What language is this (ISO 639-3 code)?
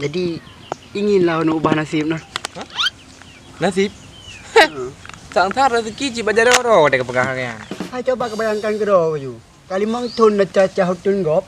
ace